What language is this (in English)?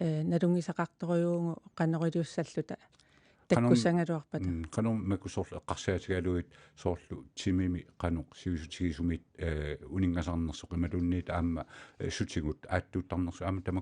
Kalaallisut